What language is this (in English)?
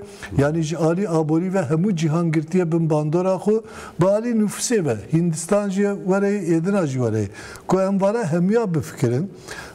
Kurdish